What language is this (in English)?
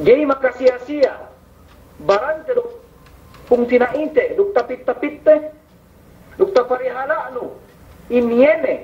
Yakan